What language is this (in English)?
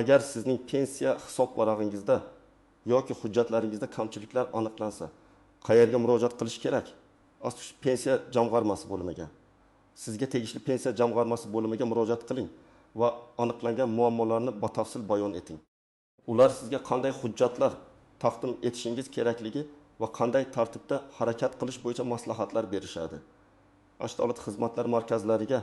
Uzbek